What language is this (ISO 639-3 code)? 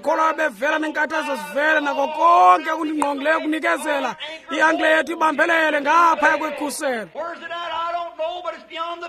xho